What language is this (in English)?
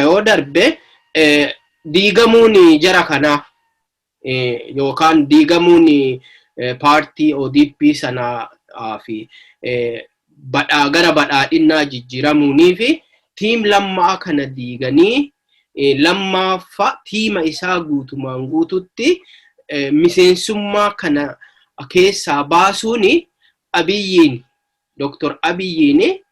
Oromo